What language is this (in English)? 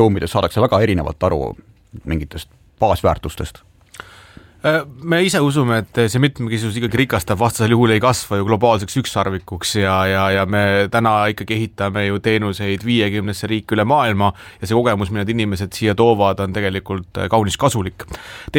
Estonian